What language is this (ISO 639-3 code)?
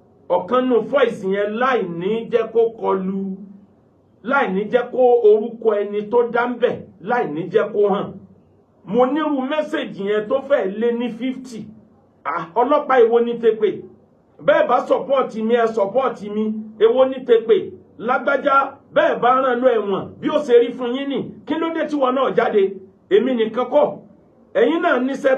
yor